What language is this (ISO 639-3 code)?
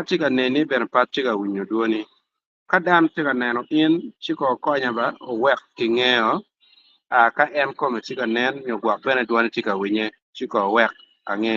ach